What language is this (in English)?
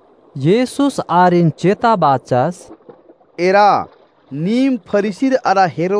Kurukh